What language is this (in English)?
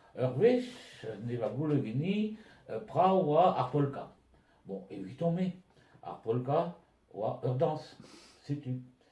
Breton